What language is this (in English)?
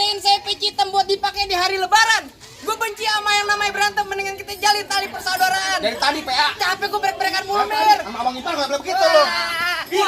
Betawi